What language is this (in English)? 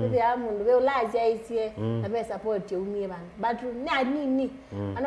Kamba